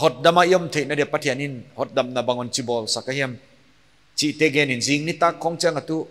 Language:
Paite Chin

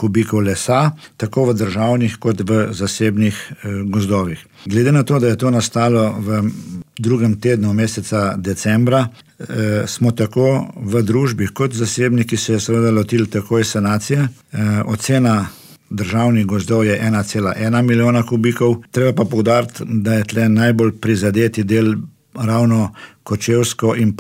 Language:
Slovenian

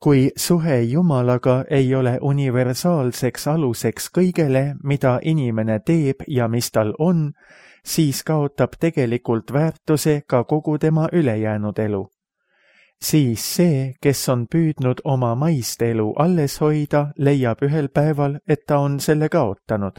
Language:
Estonian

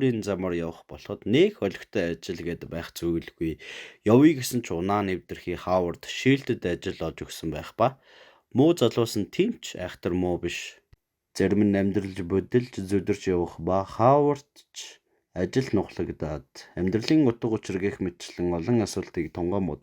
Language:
Mongolian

